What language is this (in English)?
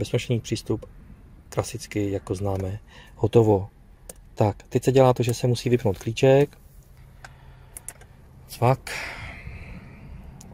Czech